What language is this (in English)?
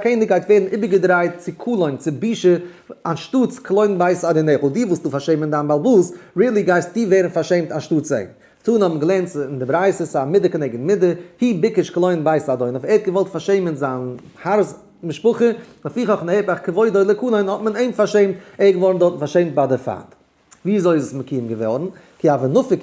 Yiddish